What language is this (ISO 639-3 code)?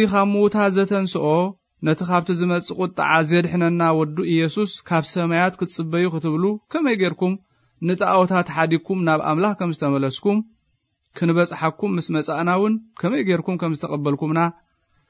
tir